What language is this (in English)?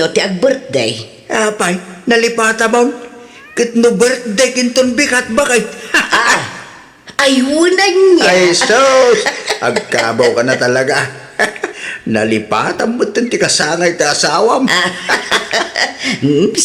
Iloko